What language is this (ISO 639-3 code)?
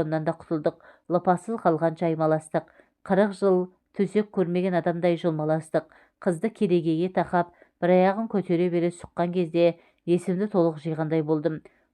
kaz